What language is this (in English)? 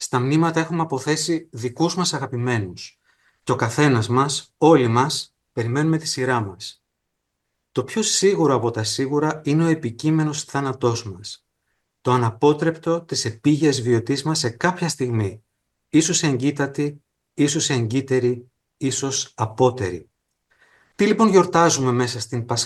Greek